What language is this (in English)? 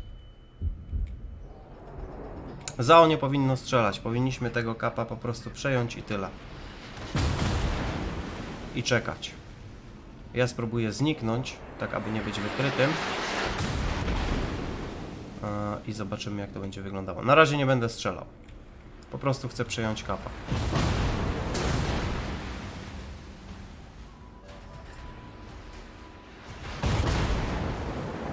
Polish